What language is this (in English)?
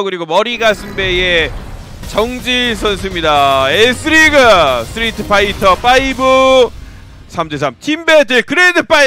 Korean